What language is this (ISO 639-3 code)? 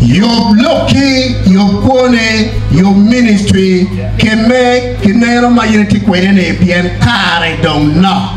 ach